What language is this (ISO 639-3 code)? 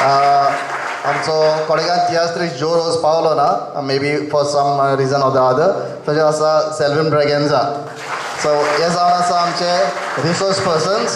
kok